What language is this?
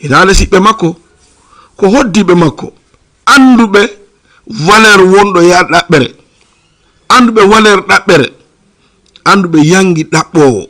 Fula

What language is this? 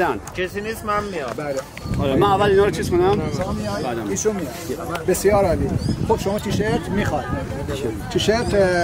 Persian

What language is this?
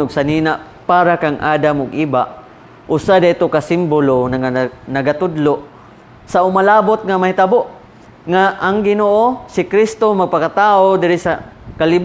Cebuano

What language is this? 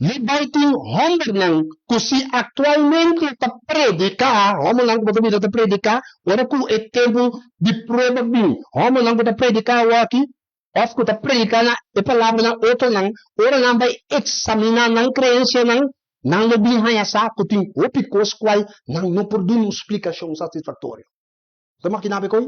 Papiamento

